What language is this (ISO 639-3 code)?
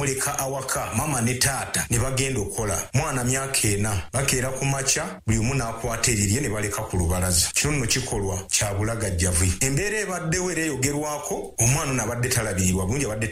lug